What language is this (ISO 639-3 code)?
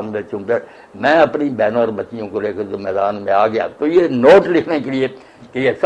urd